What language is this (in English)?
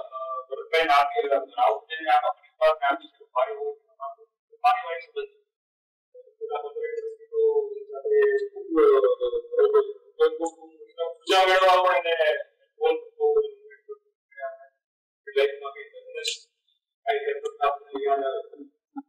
Gujarati